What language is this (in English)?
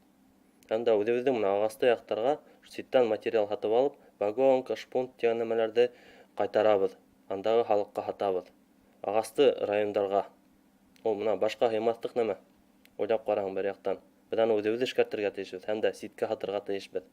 Bashkir